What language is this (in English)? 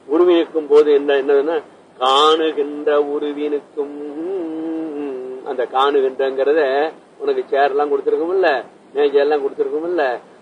Tamil